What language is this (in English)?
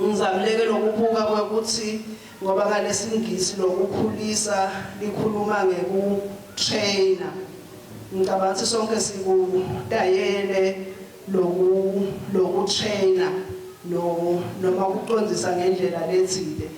Swati